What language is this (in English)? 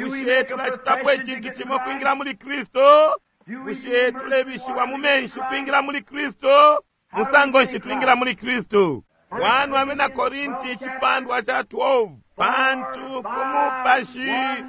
Bemba